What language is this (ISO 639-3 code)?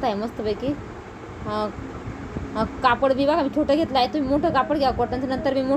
mar